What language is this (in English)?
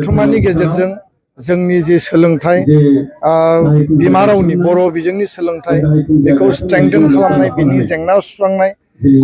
Bodo